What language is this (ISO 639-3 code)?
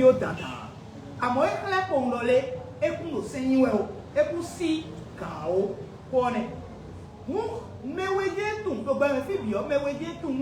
fon